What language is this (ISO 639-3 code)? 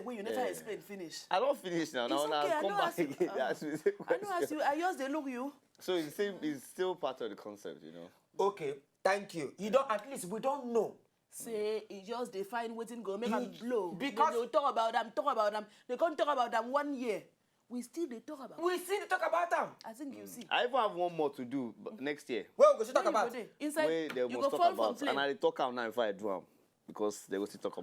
pcm